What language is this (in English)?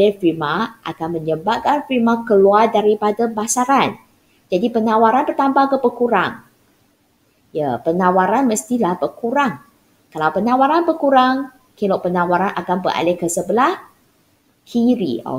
Malay